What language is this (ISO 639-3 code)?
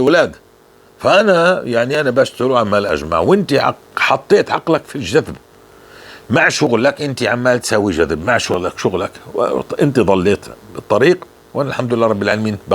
apc